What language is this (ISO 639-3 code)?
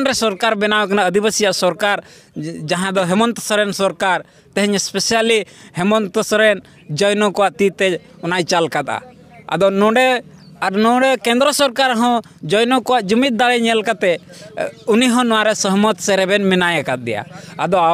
sat